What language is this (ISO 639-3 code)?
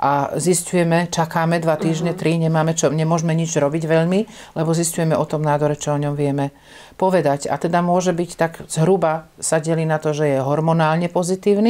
slk